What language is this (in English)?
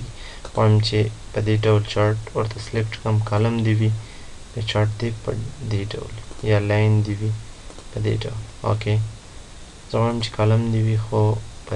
Pashto